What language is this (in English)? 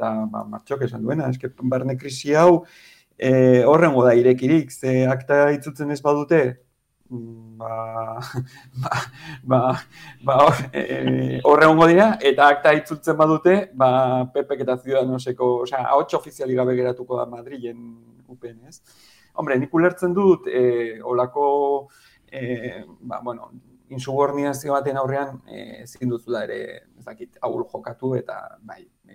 Basque